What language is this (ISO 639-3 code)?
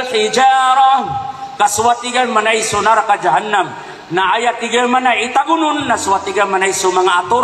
mrw